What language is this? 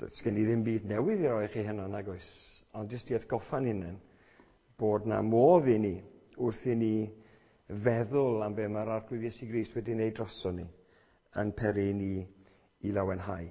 Welsh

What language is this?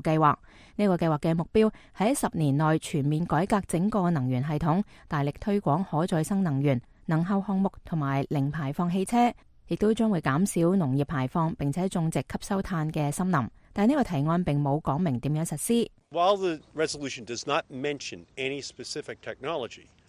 Cantonese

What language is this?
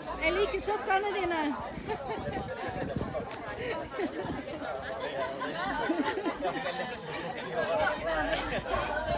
Norwegian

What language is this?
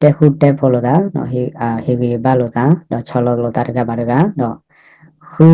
S'gaw Karen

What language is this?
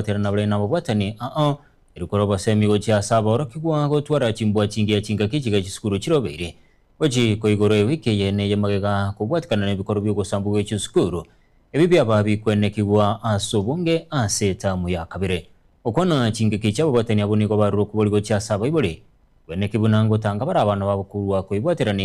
Gusii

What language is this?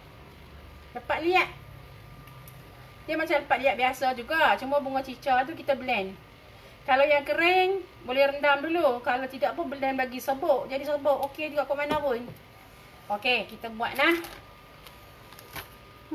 Malay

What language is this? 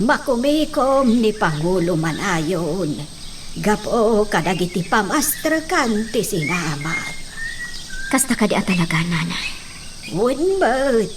Iloko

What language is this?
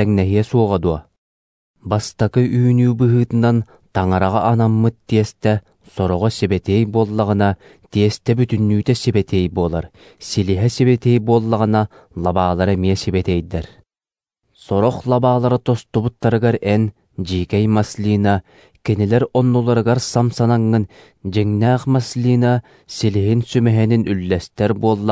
Yakut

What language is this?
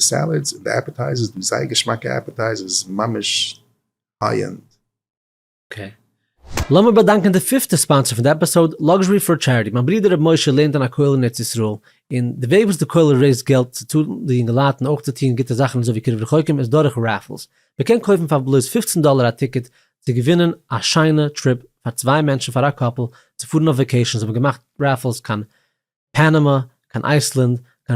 Yiddish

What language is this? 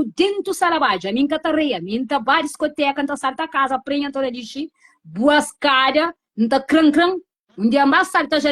Kabuverdianu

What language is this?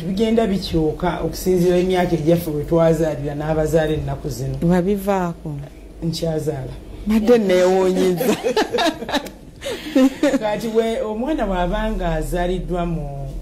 Ganda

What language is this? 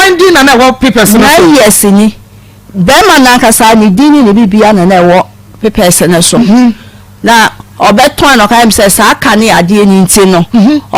Akan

